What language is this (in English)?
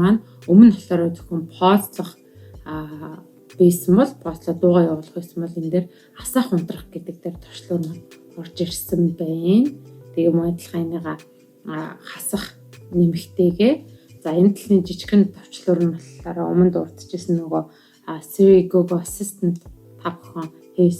Mongolian